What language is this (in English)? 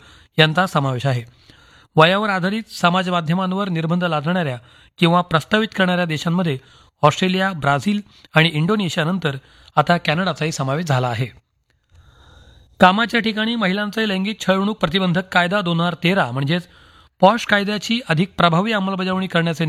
Marathi